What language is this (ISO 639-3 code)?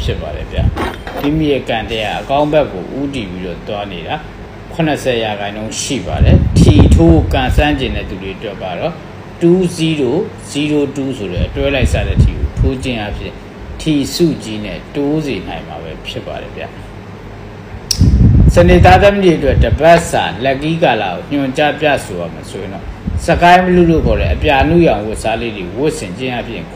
mya